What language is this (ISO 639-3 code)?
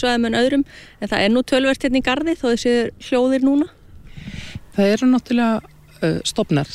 isl